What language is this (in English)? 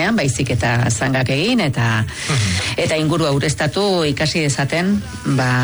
Basque